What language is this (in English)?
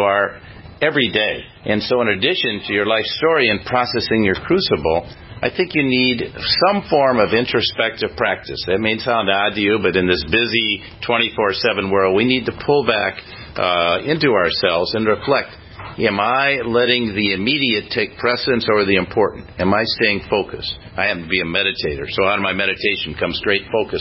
English